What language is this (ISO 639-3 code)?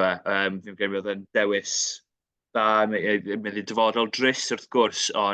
cym